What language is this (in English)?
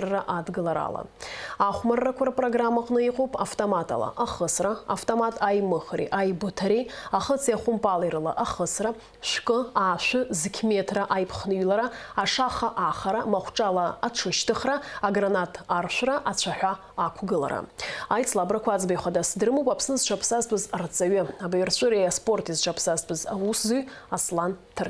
Abkhazian